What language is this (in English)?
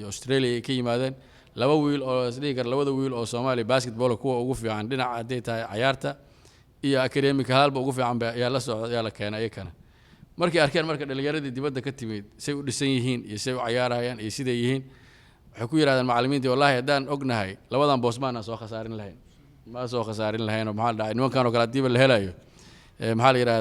Somali